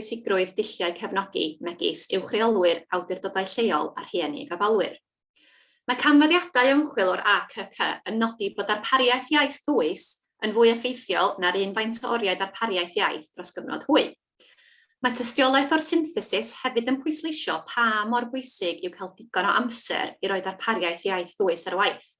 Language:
Welsh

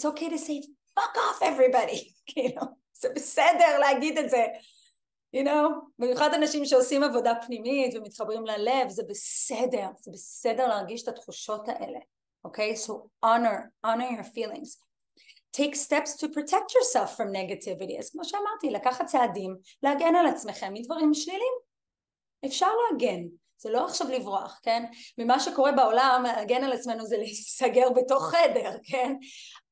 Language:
Hebrew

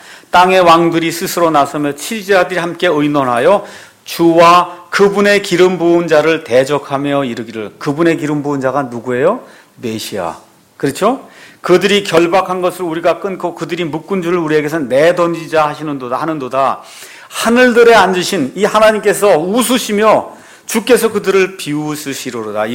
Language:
Korean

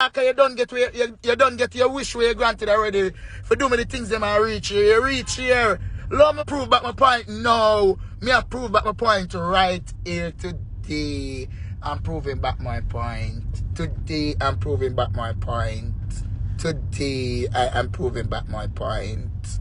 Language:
Jamaican Creole English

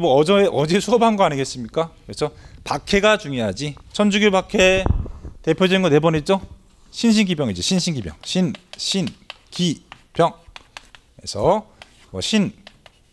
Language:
Korean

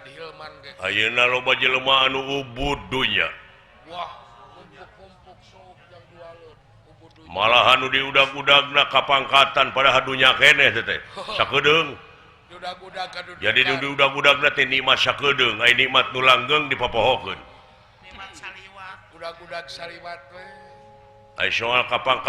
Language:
Sundanese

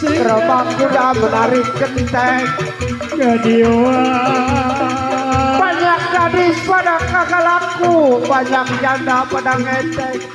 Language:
Betawi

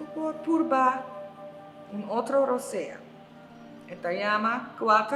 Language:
Papiamento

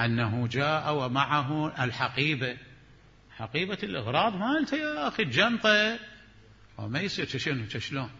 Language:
Mesopotamian Arabic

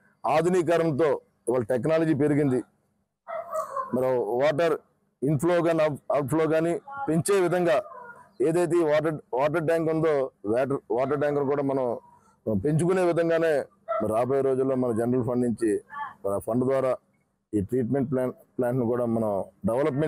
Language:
Telugu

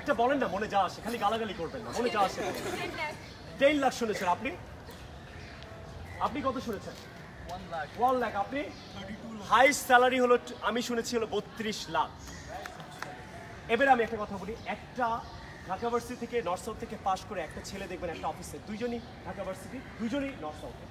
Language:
Bangla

